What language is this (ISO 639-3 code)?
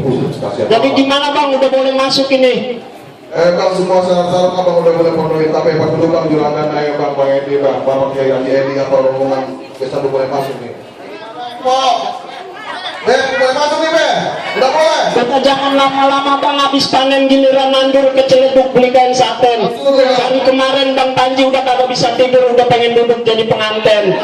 bew